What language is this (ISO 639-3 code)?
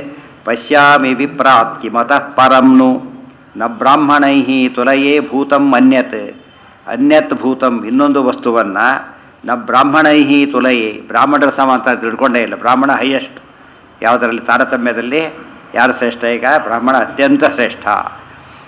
kan